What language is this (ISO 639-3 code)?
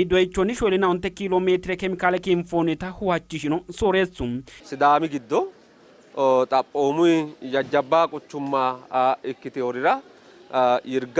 sid